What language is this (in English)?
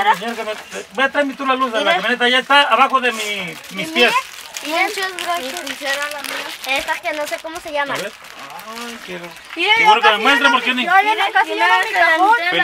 Spanish